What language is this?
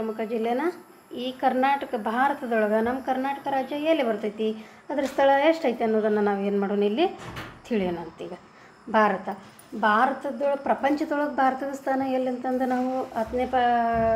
Kannada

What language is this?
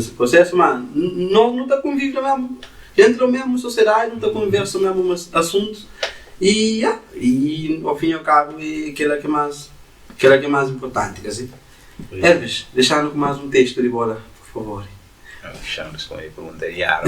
Kabuverdianu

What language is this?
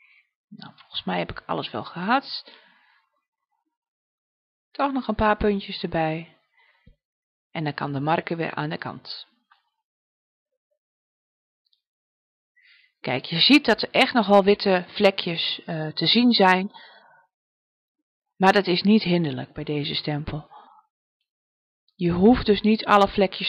Dutch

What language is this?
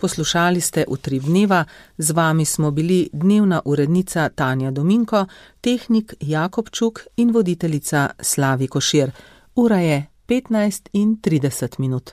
Slovenian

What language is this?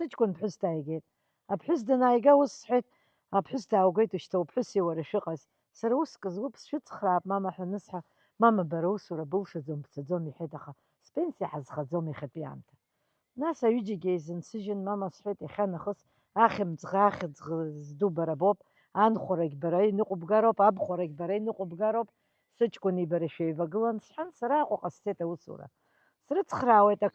Abkhazian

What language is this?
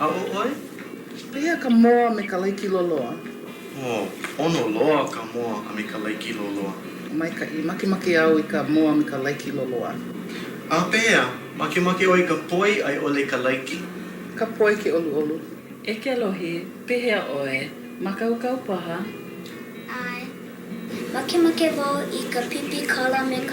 Hawaiian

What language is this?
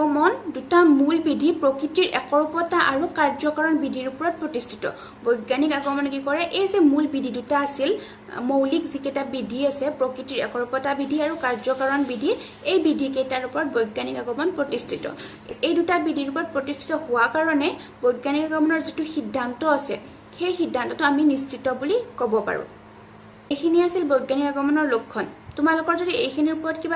Assamese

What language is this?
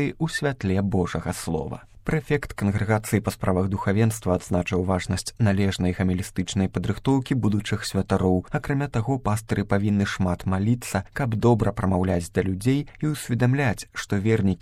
Belarusian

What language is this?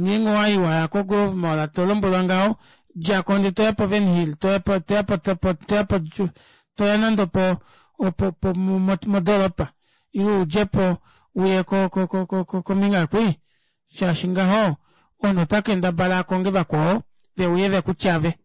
Kuanyama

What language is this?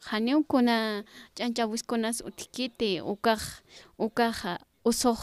Aymara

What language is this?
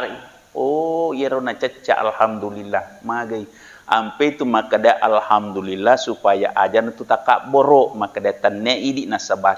Buginese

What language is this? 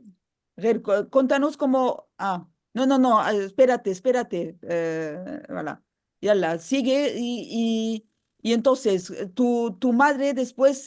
Ladino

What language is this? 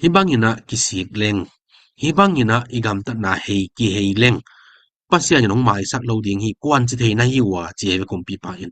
Tedim Chin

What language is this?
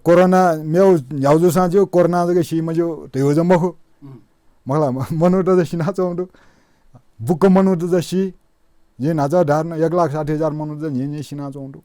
Newari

